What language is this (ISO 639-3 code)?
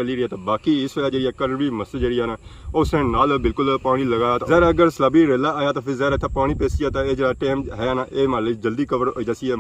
phr